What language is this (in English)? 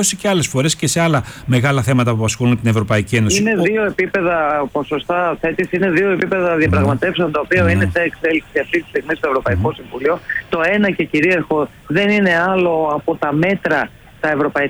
Greek